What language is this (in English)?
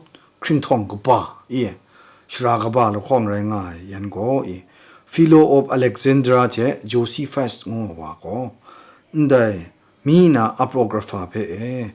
Kachin